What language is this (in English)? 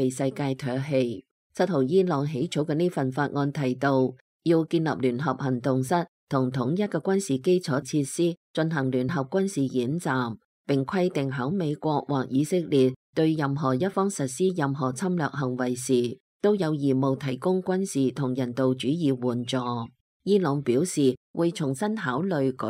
Cantonese